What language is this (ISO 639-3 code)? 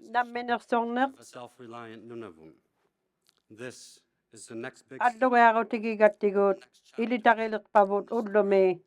iku